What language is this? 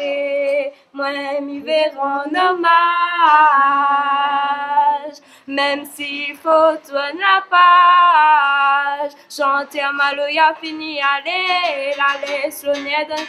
Réunion Creole French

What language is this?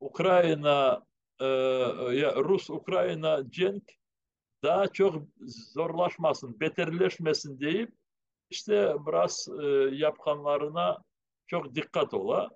Crimean Tatar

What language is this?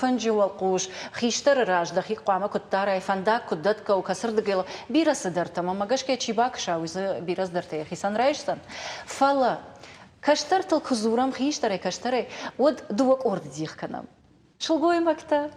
Ossetic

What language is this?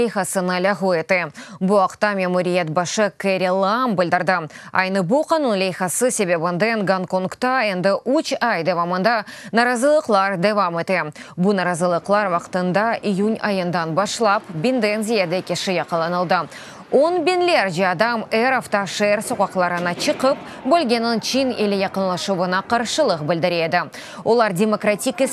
Crimean Tatar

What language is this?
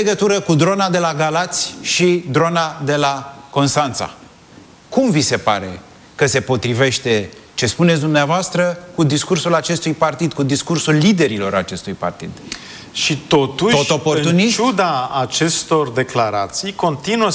Romanian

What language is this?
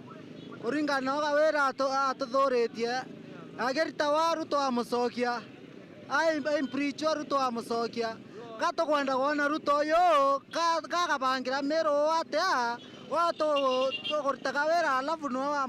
Meru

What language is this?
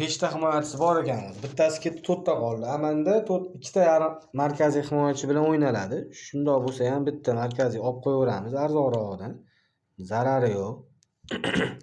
Uzbek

